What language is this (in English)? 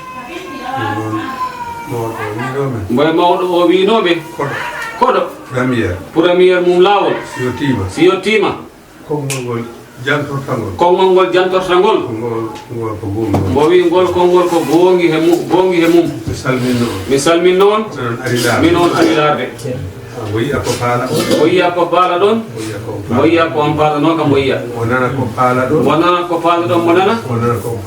Fula